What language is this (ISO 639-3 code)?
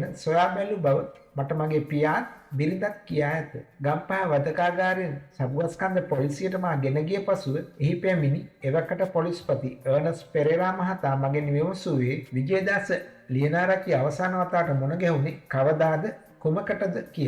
sin